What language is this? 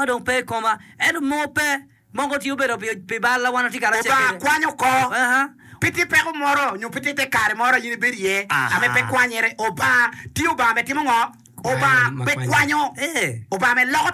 Acoli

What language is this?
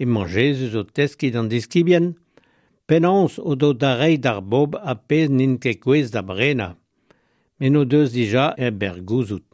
Breton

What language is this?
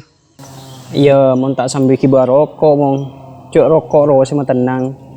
Madurese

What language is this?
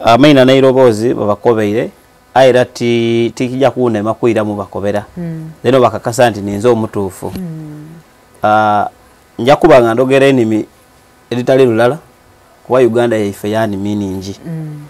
Ganda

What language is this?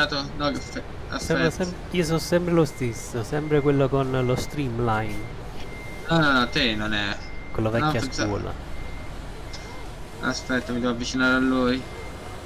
Italian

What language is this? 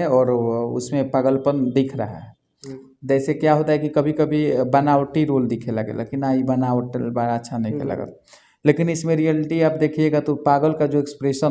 Bhojpuri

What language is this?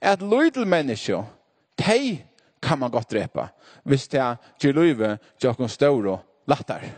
Faroese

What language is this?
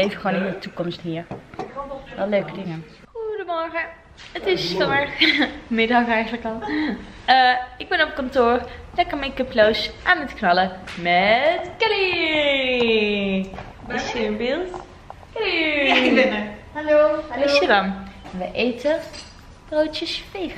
Dutch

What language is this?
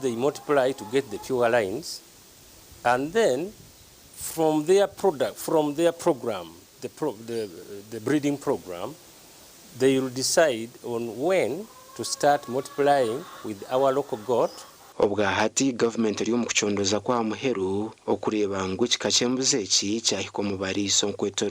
Nyankole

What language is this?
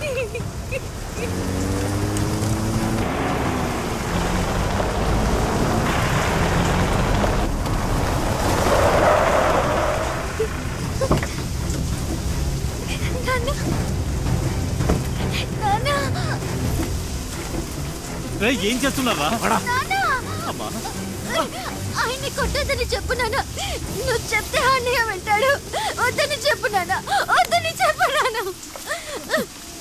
Telugu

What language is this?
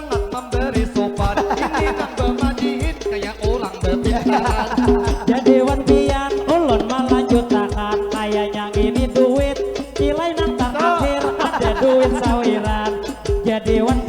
Banjar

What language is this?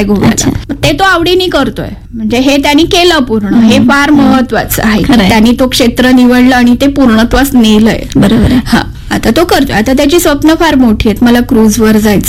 Marathi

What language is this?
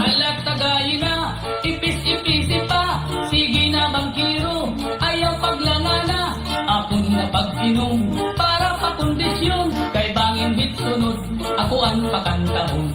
Waray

